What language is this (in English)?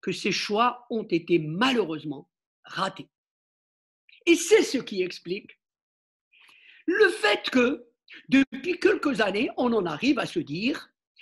French